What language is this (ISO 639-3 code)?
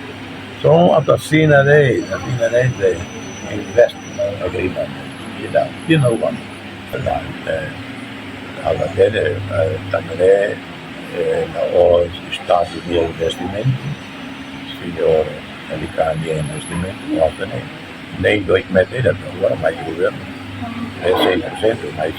tet